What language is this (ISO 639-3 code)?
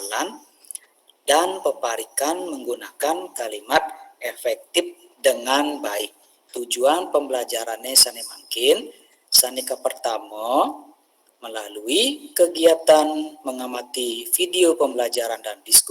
ban